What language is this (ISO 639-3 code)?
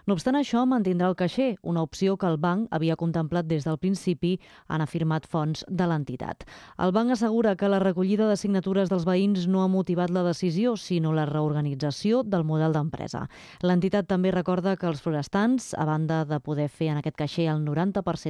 cat